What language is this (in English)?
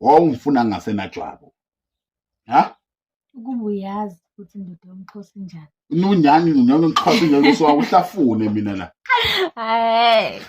Zulu